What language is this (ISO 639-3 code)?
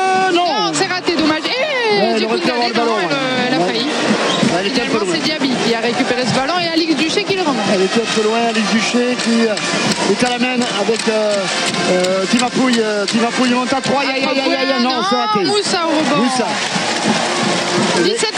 fra